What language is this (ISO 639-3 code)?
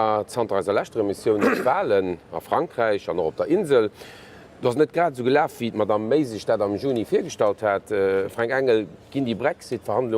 ltz